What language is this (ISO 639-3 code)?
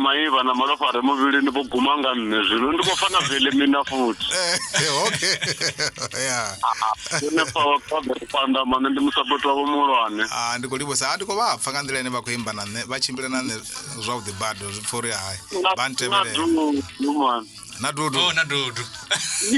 ven